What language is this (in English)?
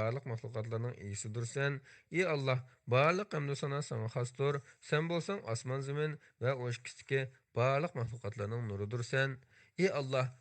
Uyghur